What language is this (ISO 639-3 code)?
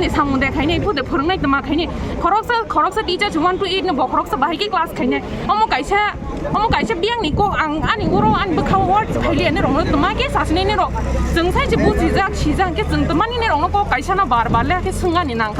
trp